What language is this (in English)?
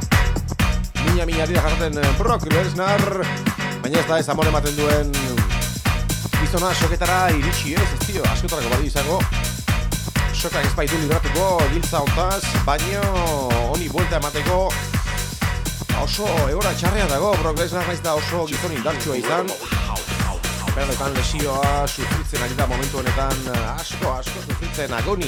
Basque